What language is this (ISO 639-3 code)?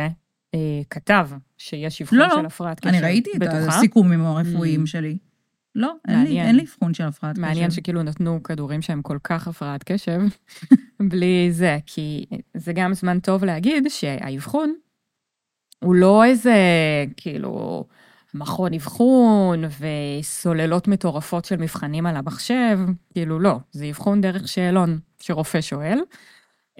heb